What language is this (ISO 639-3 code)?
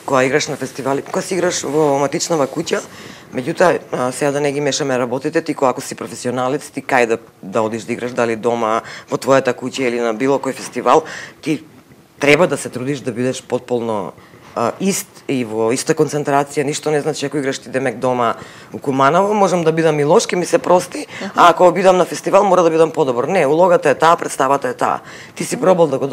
mkd